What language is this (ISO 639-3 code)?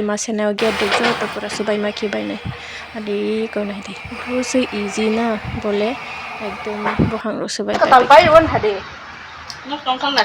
trp